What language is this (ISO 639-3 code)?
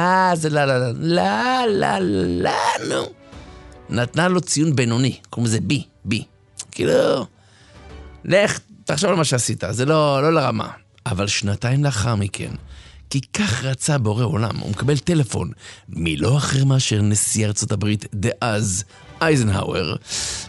heb